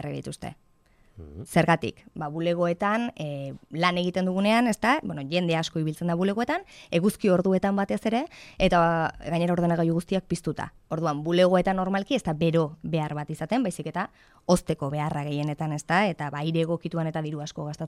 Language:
Basque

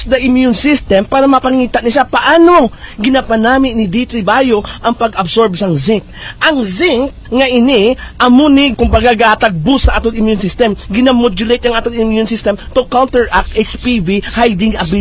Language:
Hiligaynon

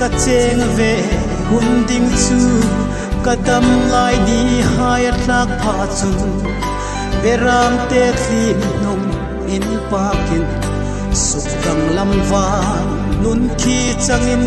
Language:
Hmar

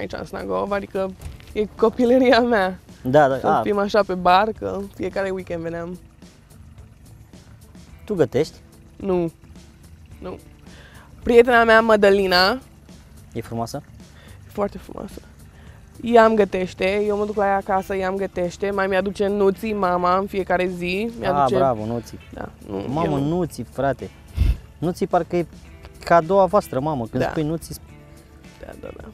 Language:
Romanian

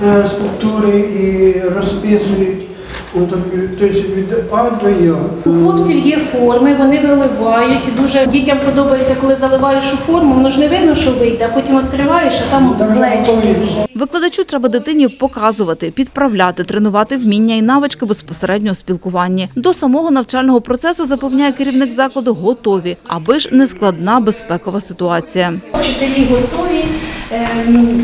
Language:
Ukrainian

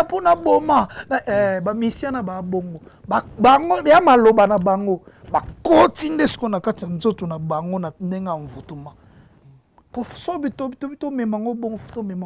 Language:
Lingala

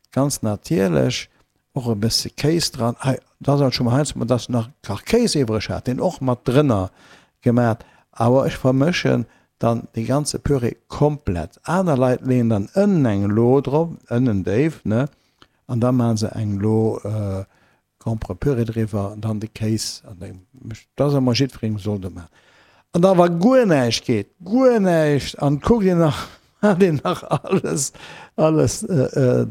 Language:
Luxembourgish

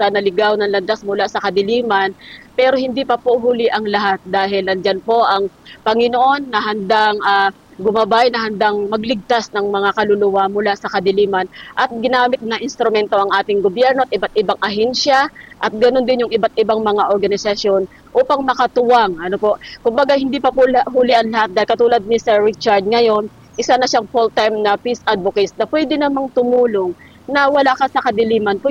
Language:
Filipino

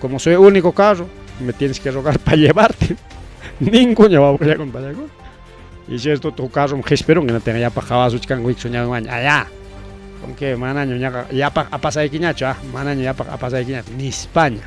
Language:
Ayacucho Quechua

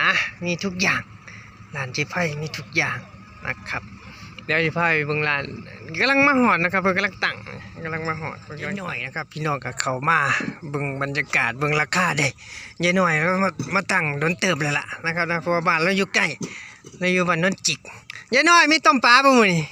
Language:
Northeastern Thai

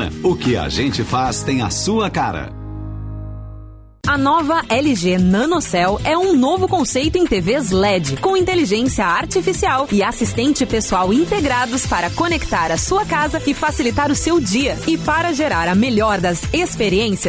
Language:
Portuguese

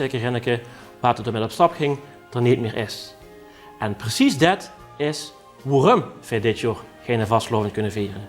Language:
Limburgish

